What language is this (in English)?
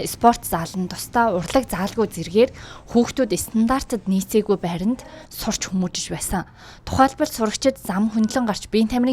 Mongolian